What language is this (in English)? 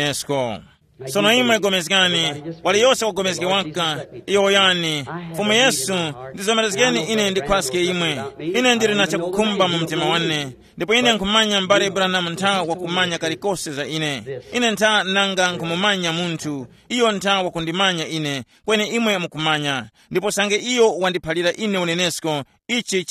Tumbuka